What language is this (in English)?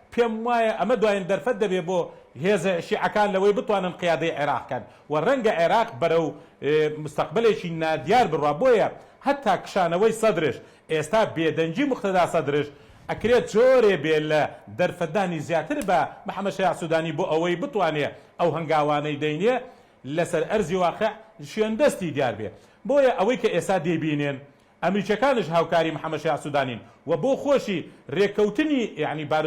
Central Kurdish